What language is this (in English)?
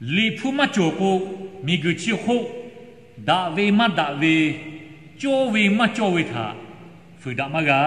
Lahu